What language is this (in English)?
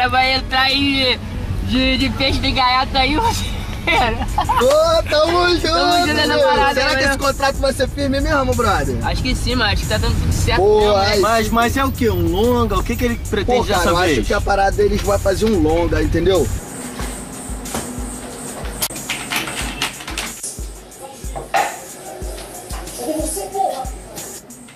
Portuguese